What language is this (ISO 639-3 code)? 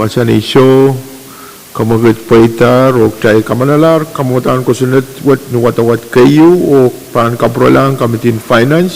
pon